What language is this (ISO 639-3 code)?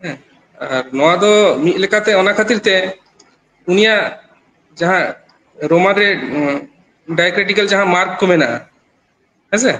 sat